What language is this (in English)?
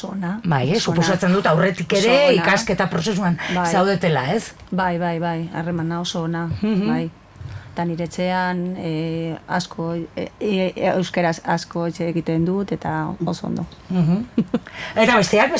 Basque